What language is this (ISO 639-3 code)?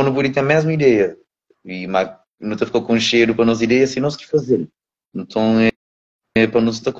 kea